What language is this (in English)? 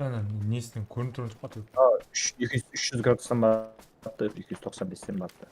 Kara-Kalpak